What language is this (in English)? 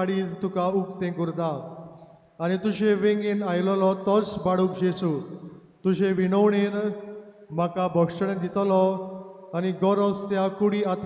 Konkani